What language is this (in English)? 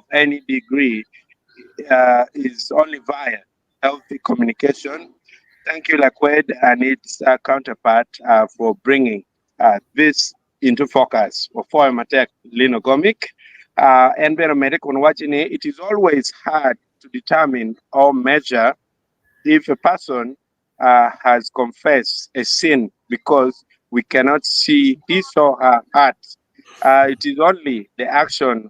Acoli